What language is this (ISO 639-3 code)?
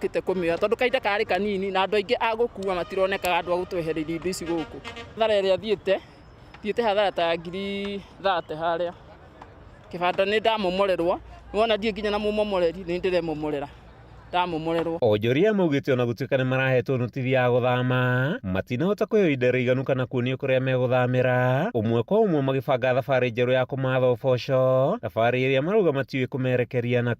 kik